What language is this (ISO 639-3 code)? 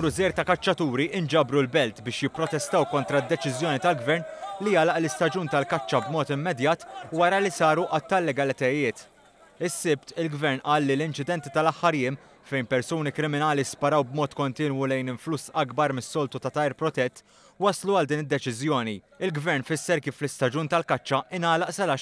mlt